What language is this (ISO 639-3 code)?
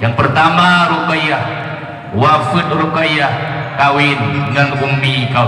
ace